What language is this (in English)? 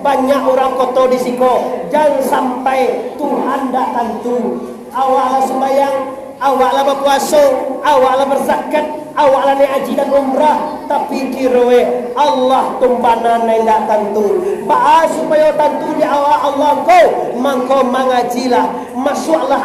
Minangkabau